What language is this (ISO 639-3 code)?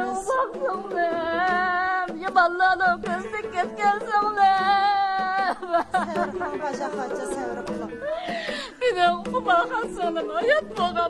uig